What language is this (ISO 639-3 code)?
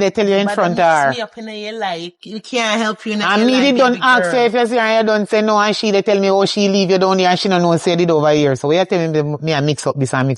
jam